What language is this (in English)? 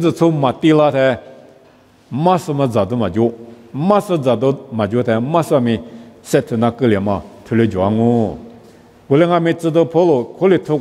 Lisu